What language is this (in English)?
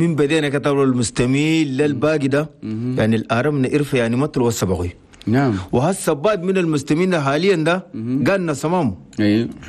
Chadian Arabic